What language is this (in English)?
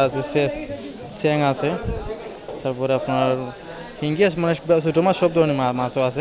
Sylheti